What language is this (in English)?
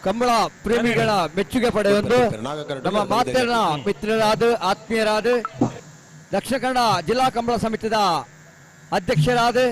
Tulu